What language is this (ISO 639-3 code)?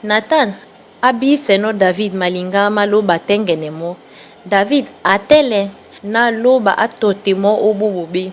dua